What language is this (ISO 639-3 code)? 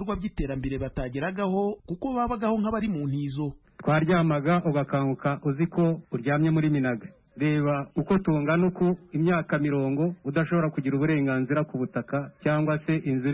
kin